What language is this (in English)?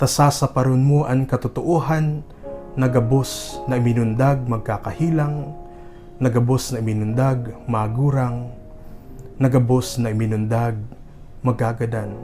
Bikol